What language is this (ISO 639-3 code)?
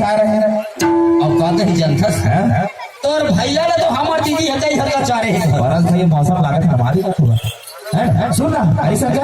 sck